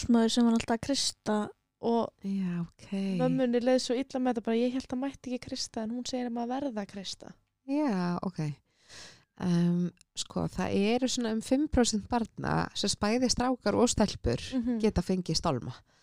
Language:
Icelandic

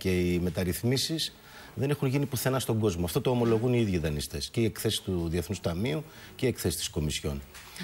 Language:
Greek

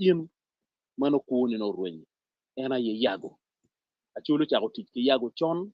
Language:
Acoli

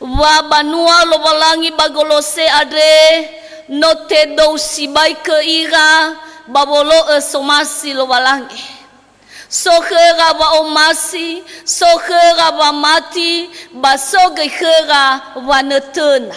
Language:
Nias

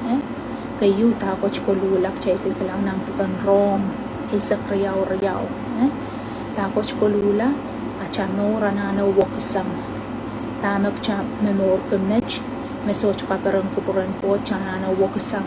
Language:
Pohnpeian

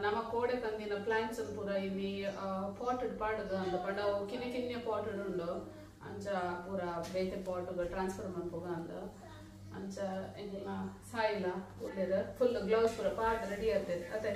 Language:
Tulu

